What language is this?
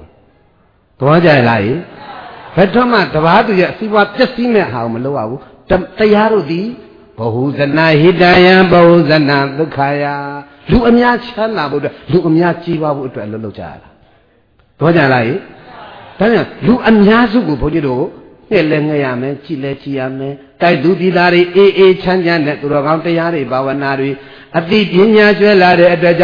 Burmese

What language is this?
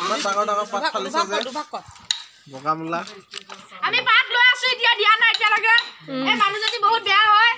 Assamese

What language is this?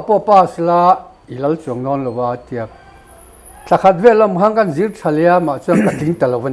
Mizo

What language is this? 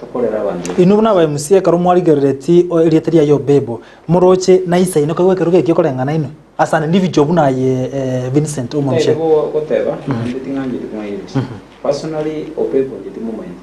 Gusii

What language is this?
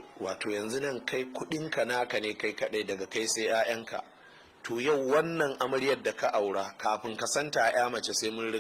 Hausa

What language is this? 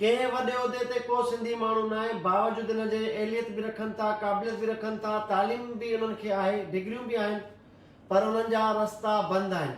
Sindhi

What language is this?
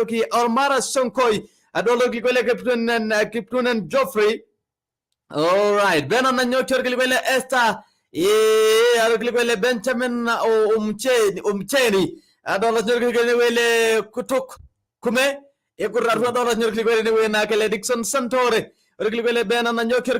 Masai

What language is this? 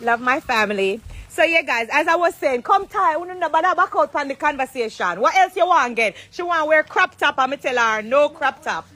Jamaican Creole English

